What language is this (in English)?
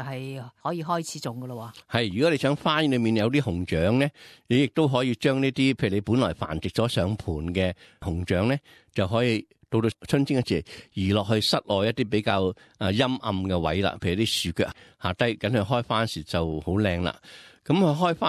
Cantonese